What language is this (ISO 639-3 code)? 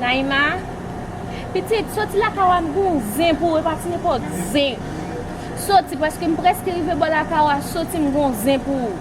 hat